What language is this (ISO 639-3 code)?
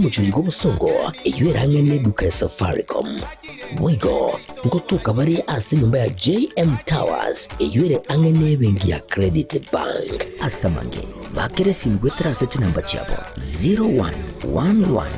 guz